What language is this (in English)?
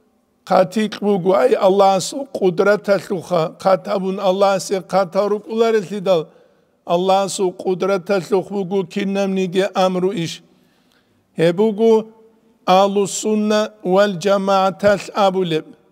Avaric